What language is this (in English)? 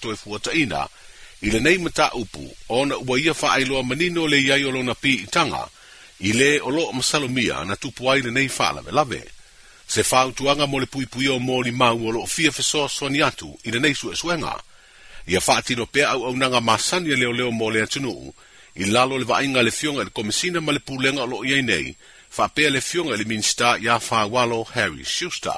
Samoan